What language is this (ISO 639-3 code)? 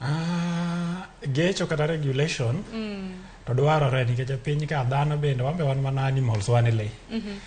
luo